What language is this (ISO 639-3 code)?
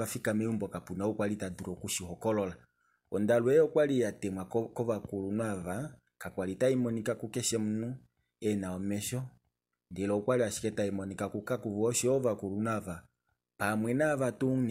kua